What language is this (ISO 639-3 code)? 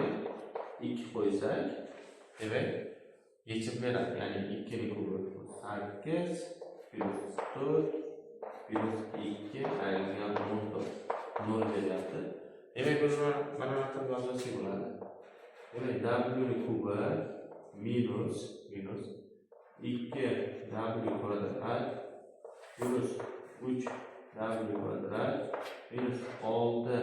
uzb